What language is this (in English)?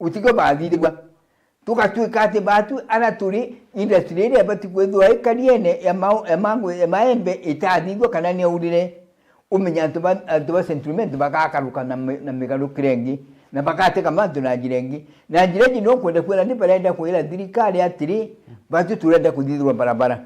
Meru